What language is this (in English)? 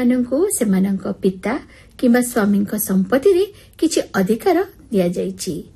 Odia